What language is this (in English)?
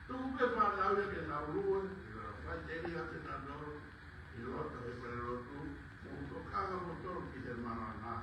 Tongan